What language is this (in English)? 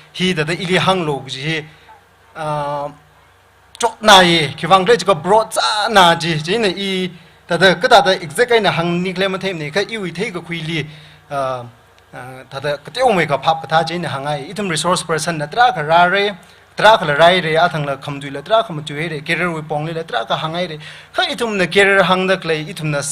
Tangkhul Naga (India)